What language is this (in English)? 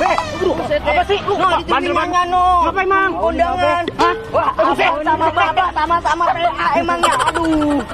Betawi